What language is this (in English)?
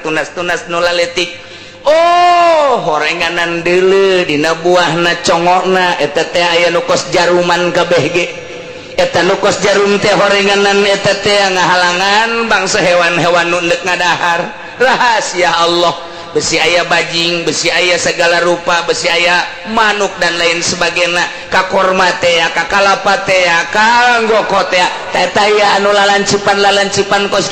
Sundanese